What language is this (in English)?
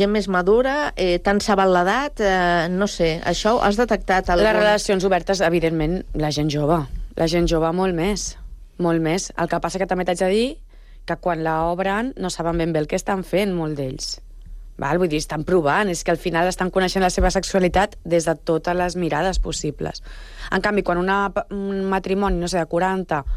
Catalan